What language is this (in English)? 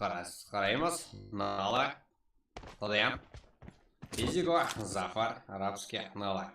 Kara-Kalpak